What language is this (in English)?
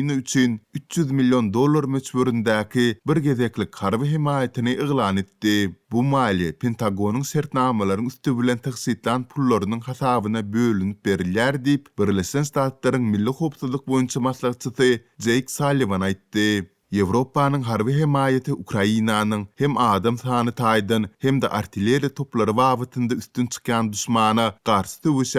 Turkmen